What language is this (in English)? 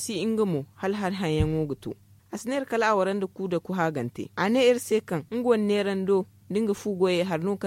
Zarma